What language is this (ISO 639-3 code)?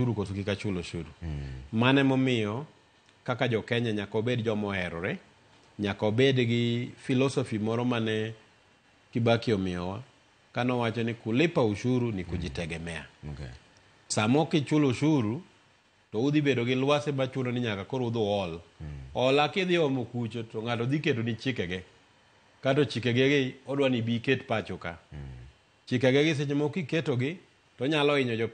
luo